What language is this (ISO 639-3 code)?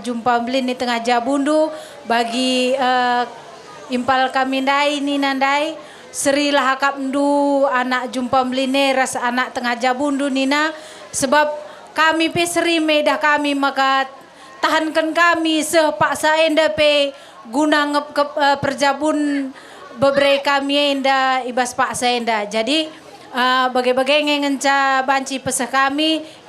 btx